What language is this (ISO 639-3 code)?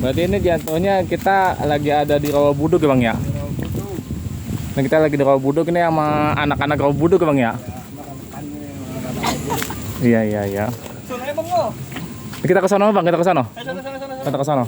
bew